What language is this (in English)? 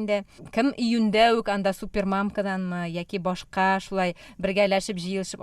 Tatar